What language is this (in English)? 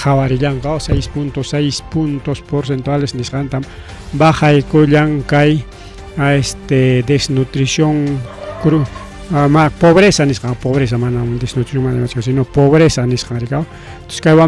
Ayacucho Quechua